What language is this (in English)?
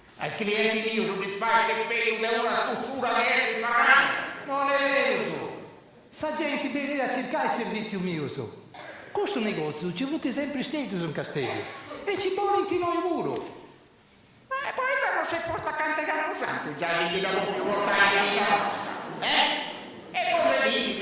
Sardinian